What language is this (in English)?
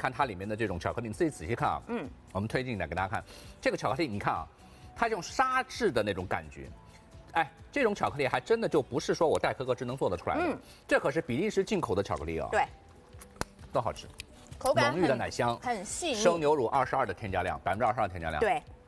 Chinese